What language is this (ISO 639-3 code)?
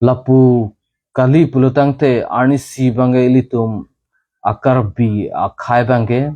mjw